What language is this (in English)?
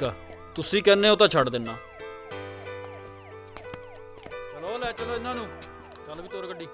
Punjabi